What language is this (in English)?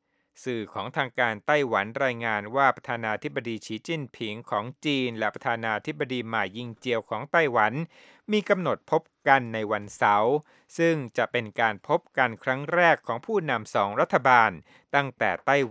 Thai